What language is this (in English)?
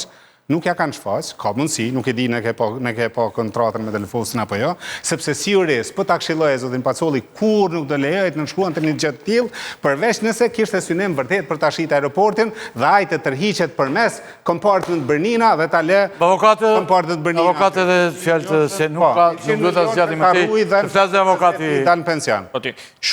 Albanian